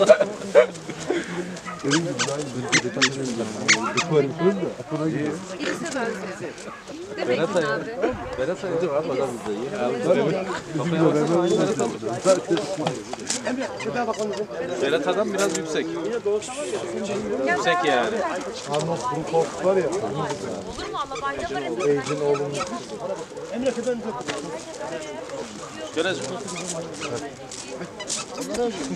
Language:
Turkish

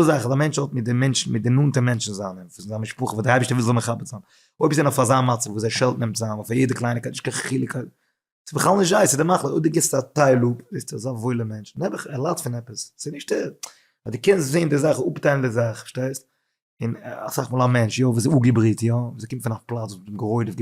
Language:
Yiddish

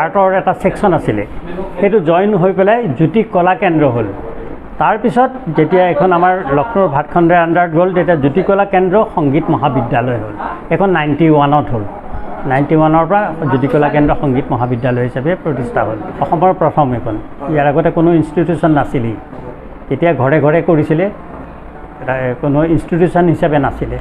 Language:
Assamese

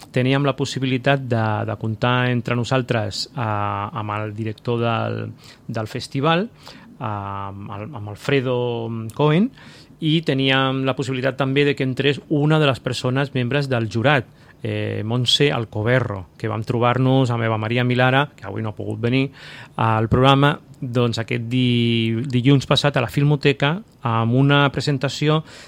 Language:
Catalan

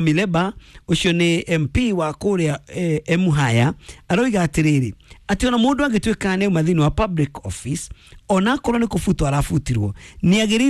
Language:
Kikuyu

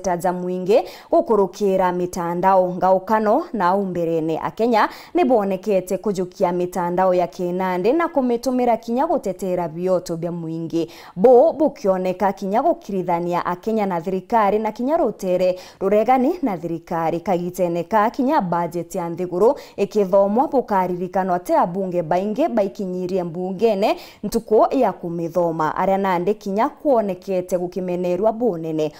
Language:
Meru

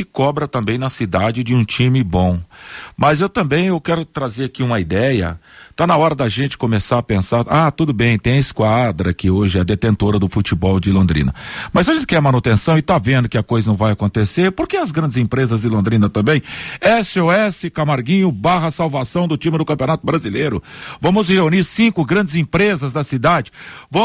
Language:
Portuguese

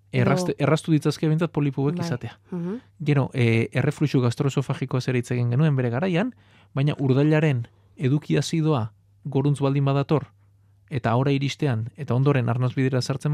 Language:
Basque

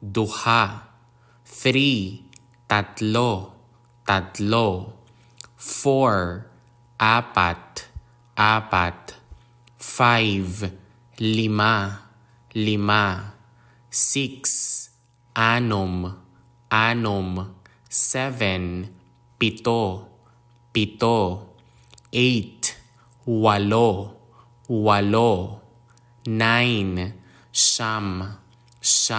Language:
Hiligaynon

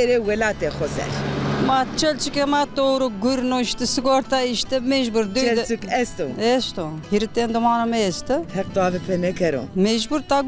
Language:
Zaza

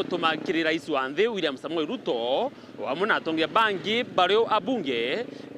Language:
Meru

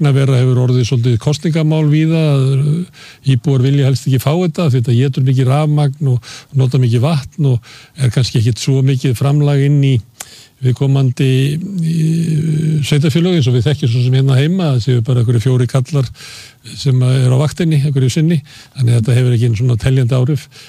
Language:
Icelandic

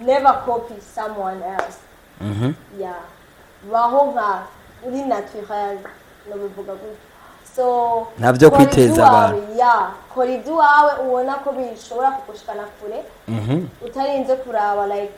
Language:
Rundi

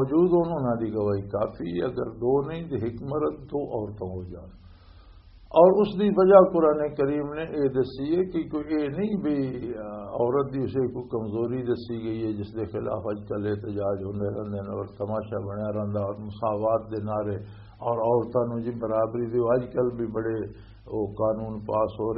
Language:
Western Panjabi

